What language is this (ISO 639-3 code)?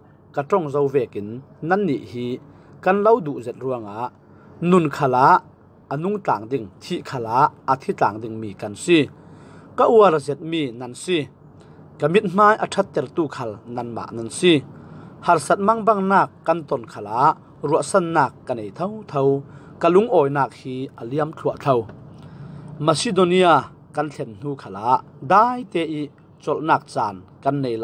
cfm